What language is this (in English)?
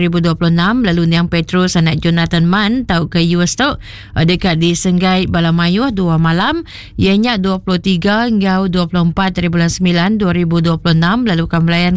Iban